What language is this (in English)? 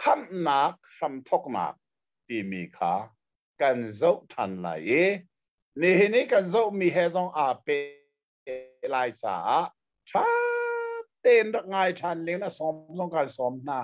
Hakha Chin